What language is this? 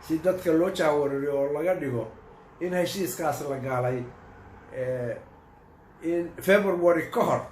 Somali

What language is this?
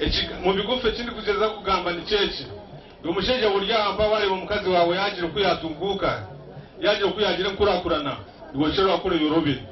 Nyankole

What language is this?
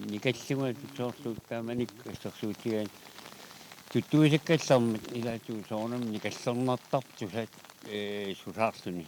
Kalaallisut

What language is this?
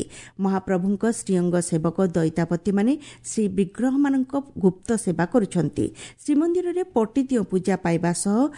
Odia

